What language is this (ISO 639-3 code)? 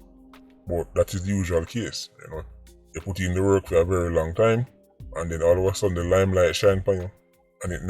jam